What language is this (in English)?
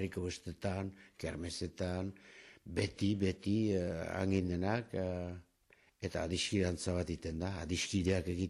Basque